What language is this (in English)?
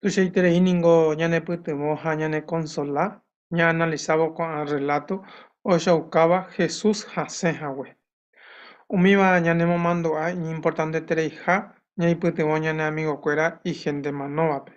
Guarani